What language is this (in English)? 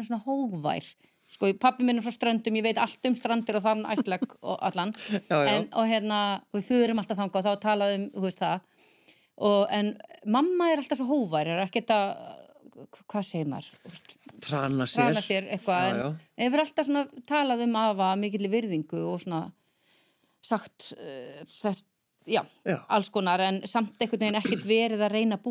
Icelandic